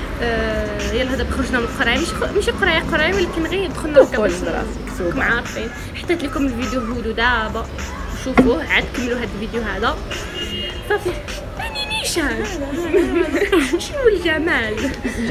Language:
Moroccan Arabic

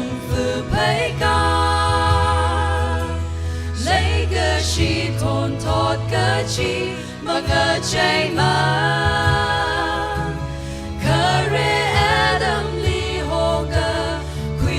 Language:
Tangkhul Naga (India)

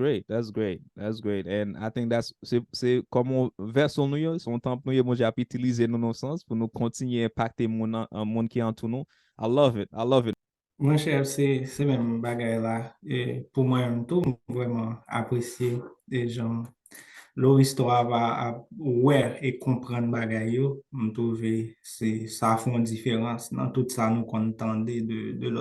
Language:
Haitian Creole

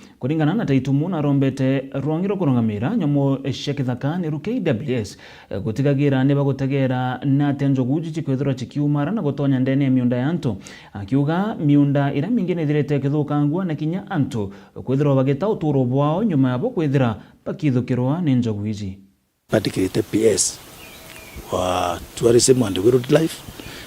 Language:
Meru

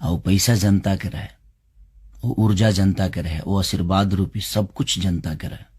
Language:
Bhojpuri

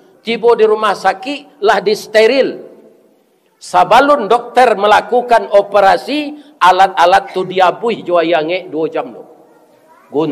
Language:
Minangkabau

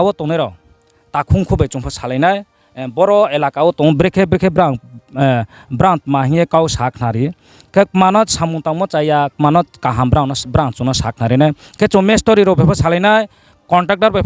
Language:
Riang (India)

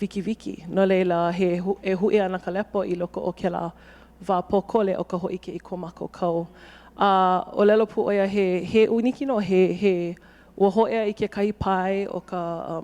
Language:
Hawaiian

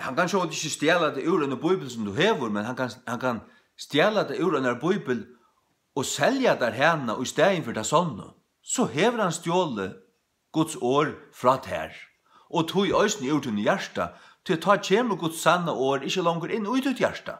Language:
Faroese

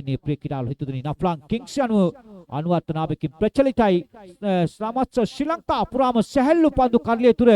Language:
Sinhala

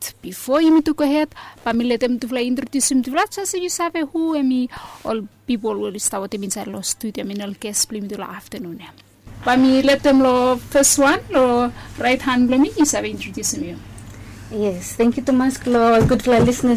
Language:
Bislama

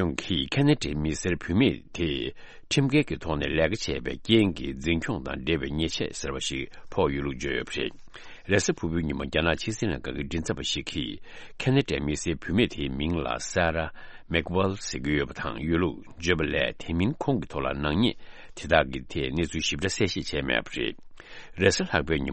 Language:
Tibetan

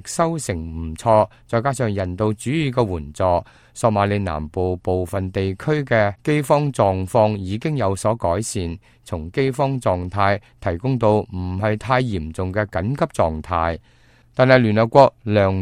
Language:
Cantonese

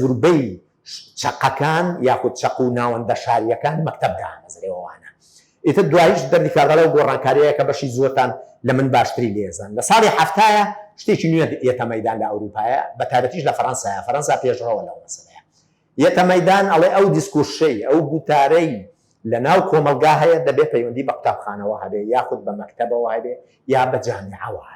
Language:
Central Kurdish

